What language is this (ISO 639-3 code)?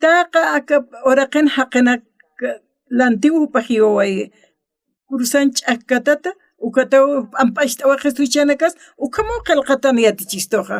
aym